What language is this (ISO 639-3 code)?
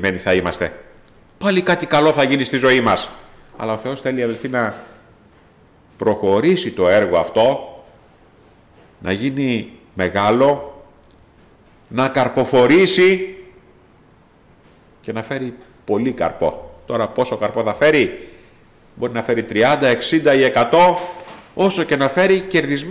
ell